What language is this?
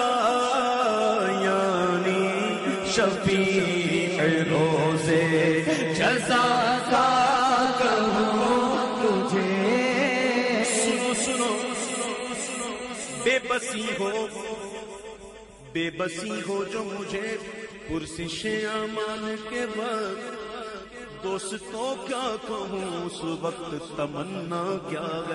Urdu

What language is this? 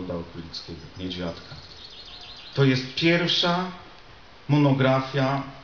Polish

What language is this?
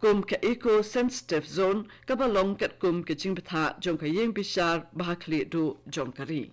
Khasi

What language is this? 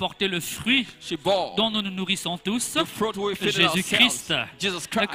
French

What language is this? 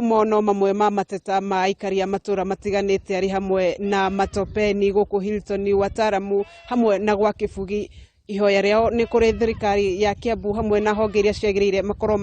Kikuyu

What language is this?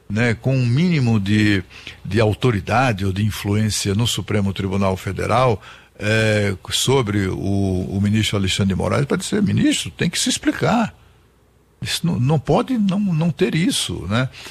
Portuguese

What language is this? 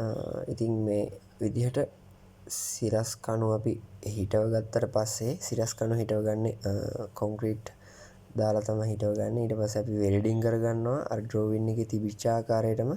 Sinhala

